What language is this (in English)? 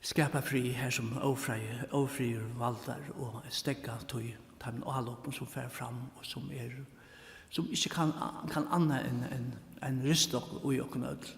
Faroese